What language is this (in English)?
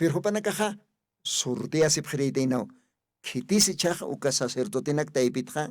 Aymara